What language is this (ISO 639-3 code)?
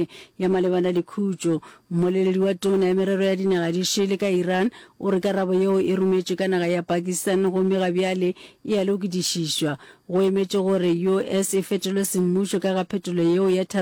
nso